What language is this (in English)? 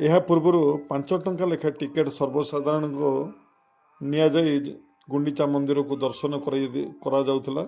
Odia